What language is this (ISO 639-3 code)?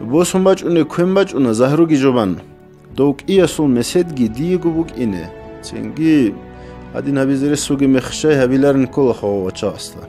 ava